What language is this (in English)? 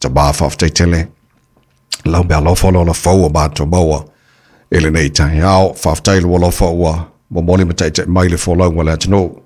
Samoan